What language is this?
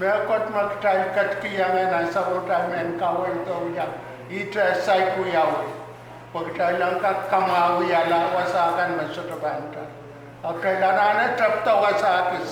Pohnpeian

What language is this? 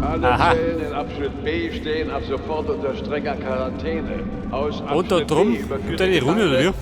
Bavarian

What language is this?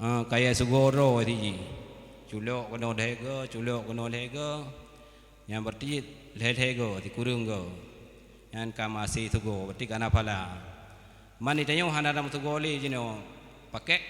Achinese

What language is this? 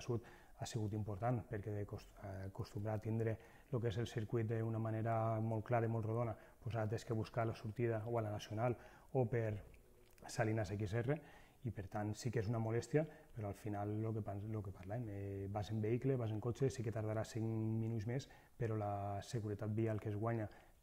Catalan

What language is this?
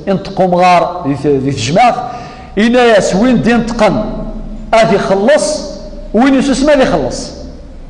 Kabyle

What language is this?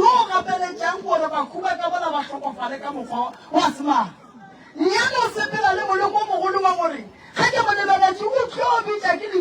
Northern Sotho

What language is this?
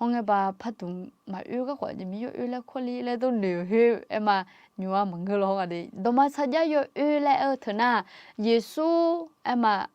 Akha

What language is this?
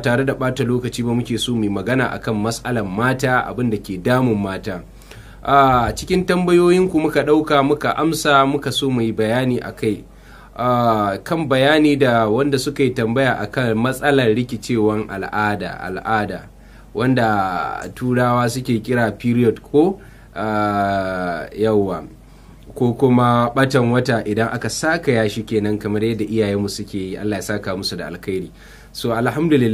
Hausa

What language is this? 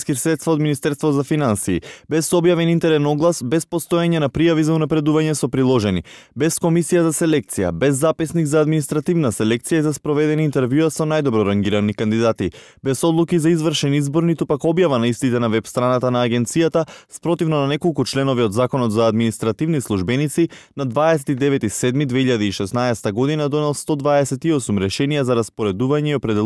Macedonian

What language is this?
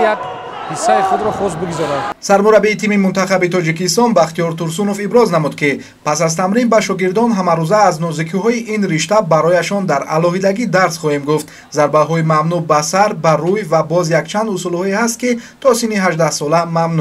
Tajik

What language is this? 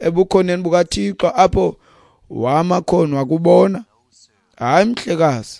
Xhosa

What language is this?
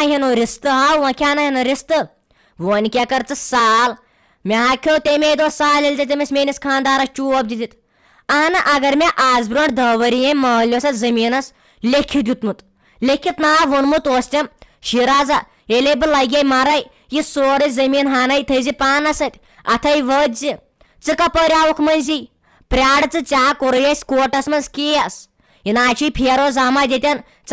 Kashmiri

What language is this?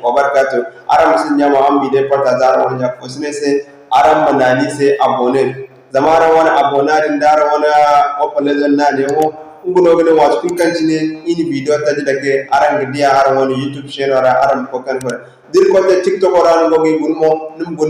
Zarma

